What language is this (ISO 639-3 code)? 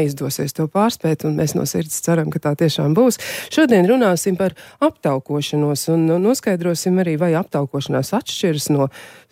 lav